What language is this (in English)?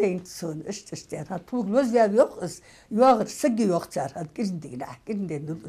Ingush